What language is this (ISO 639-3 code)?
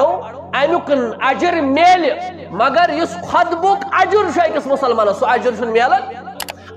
kas